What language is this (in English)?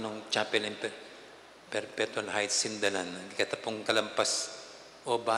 Pampanga